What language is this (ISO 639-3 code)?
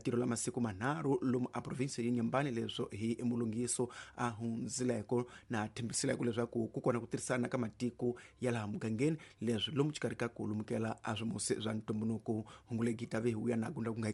tso